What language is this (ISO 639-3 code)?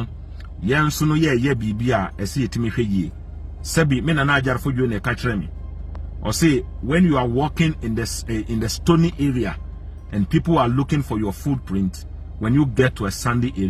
aka